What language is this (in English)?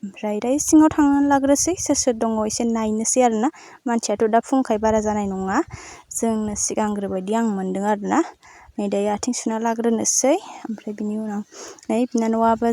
Bodo